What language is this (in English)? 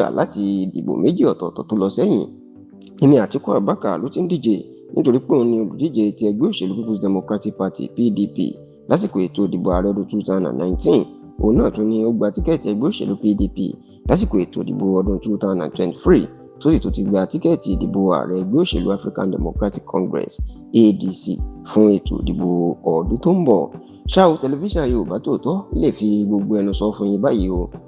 Yoruba